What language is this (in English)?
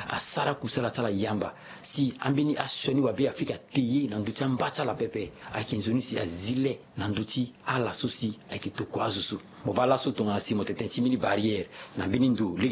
Sango